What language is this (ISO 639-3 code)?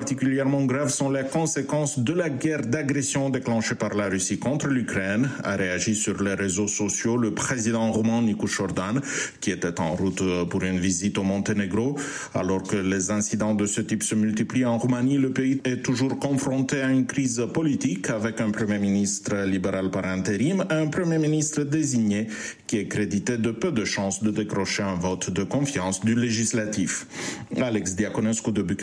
fra